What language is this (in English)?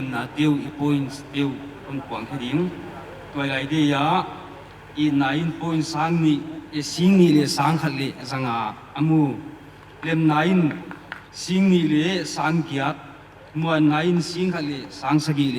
Paite Chin